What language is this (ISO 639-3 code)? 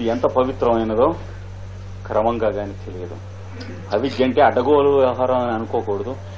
tel